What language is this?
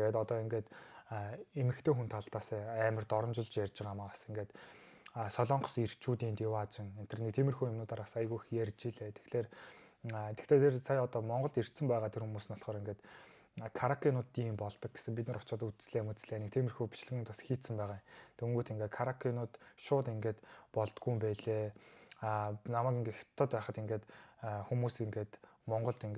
Mongolian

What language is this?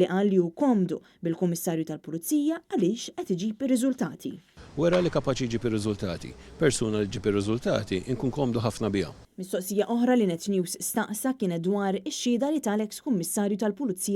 Maltese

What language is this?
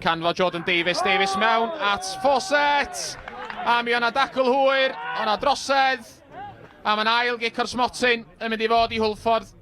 Welsh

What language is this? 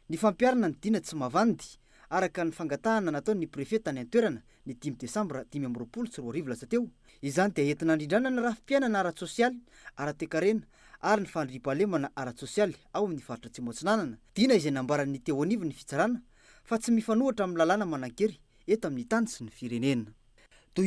Malagasy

